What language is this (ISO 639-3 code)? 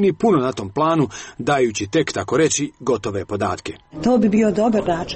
hrv